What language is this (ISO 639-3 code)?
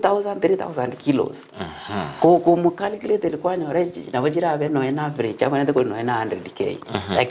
guz